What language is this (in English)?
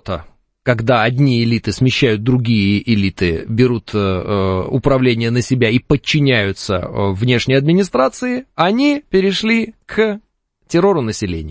Russian